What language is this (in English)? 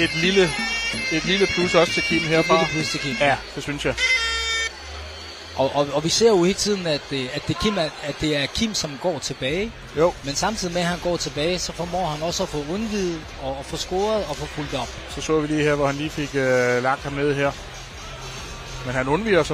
Danish